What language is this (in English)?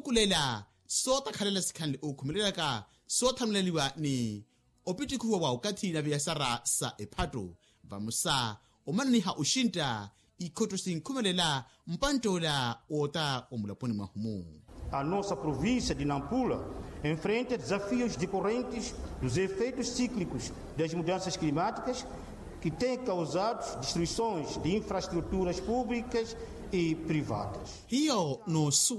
Makhuwa